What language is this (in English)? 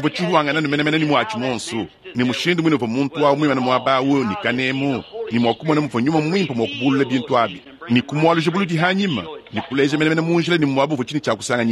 Luba-Lulua